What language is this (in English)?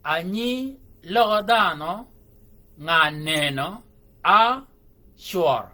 Shilluk